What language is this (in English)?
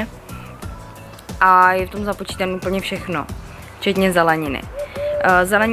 Czech